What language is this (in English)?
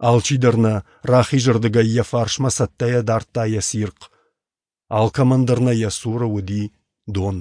Ossetic